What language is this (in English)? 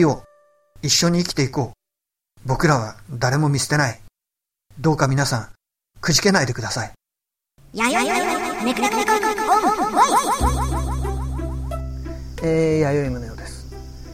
Japanese